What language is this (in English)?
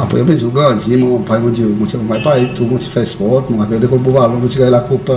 Seselwa Creole French